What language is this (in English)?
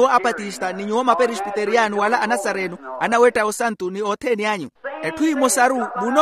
Makhuwa